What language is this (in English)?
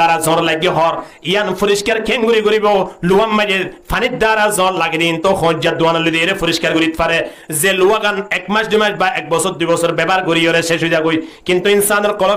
Rohingya